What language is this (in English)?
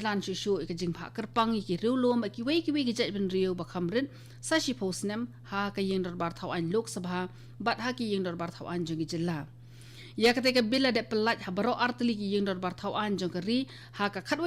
Khasi